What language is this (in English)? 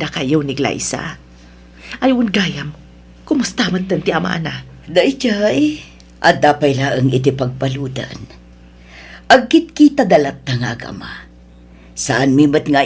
Iloko